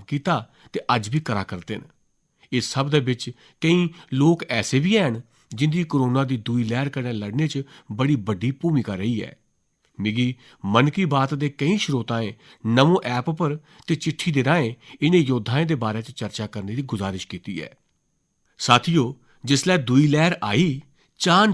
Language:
Dogri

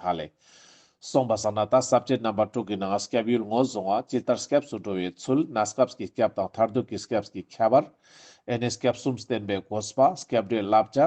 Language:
Ladakhi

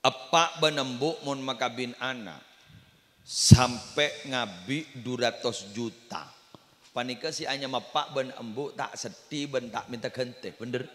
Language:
Madurese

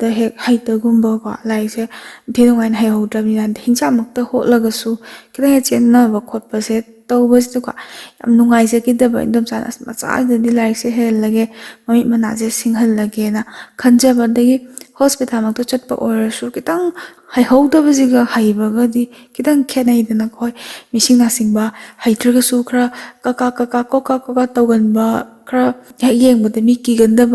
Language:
Manipuri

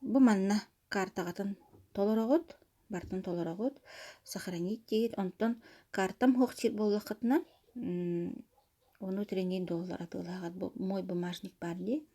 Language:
Yakut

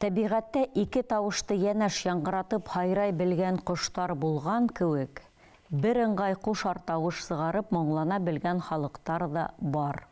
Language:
Bashkir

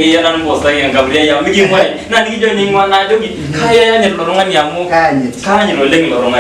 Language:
Masai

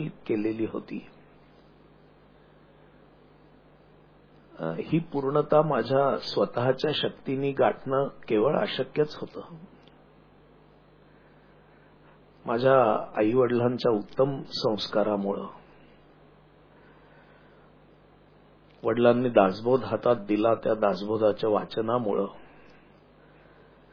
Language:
Marathi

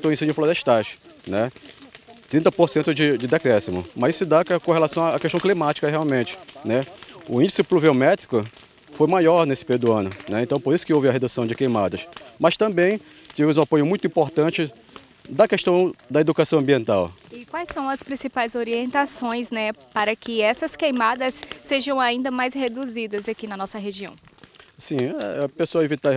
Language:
Portuguese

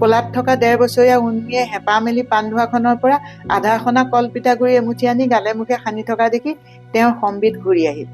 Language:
Assamese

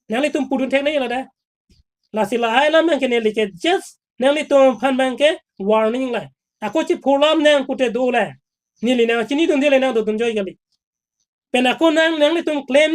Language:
Karbi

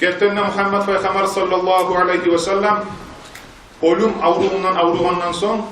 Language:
Kumyk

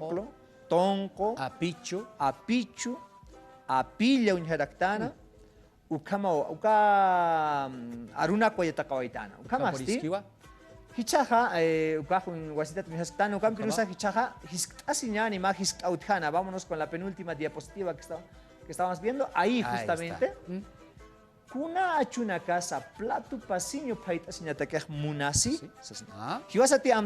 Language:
Aymara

